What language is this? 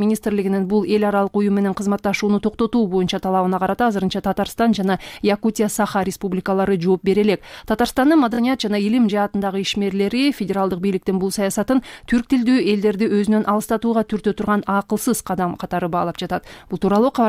Kyrgyz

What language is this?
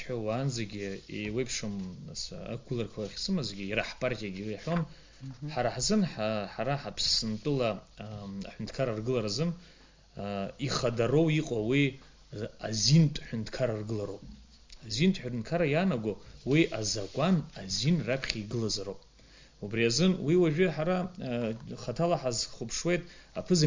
Abkhazian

